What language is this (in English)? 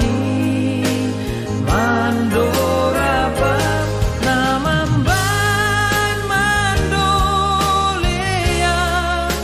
Batak Simalungun